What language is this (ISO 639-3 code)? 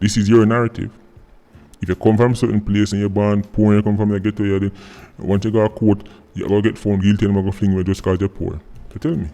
jam